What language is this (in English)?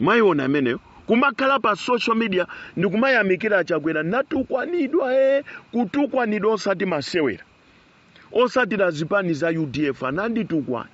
Nyanja